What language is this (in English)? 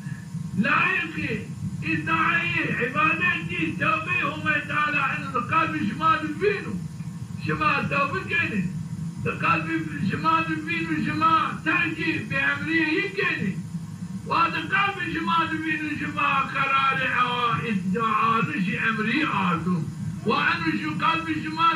Zaza